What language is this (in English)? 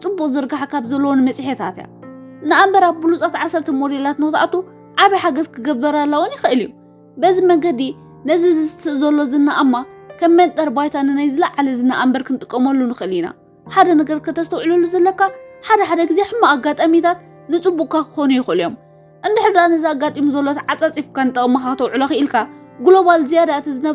Tigrinya